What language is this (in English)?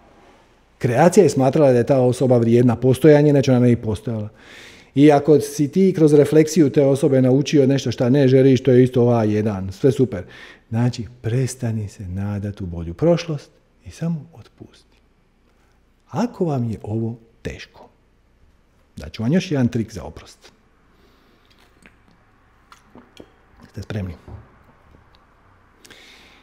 Croatian